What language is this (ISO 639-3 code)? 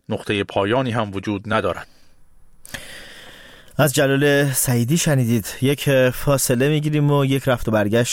fas